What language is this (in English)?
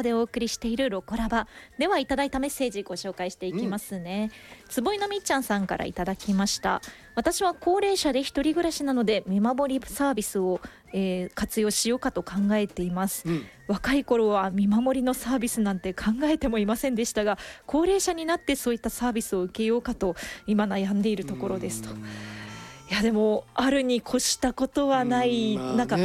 Japanese